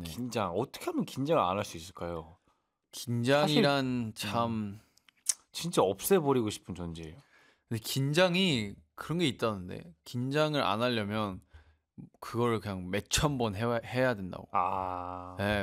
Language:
Korean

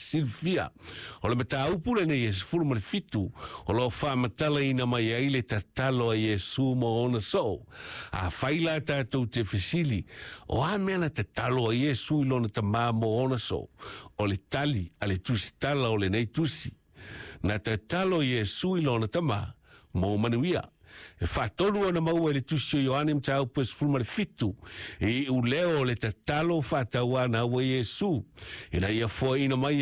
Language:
Samoan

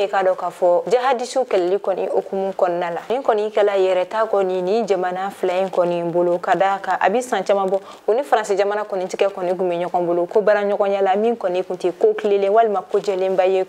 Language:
Bambara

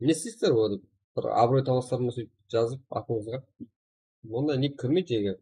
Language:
Kara-Kalpak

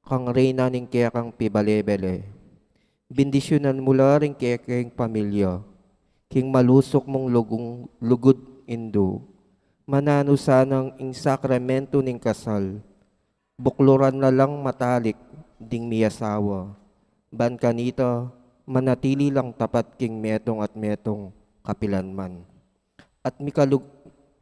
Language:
Pampanga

